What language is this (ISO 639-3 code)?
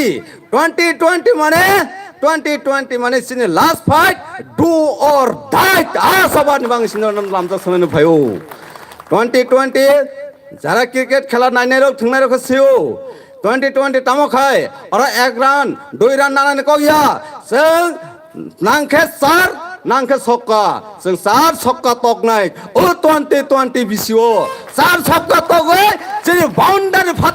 trp